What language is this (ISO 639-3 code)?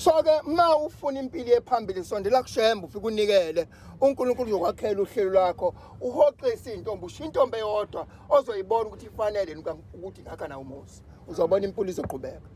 zul